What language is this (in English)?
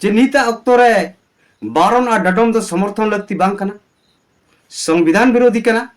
Santali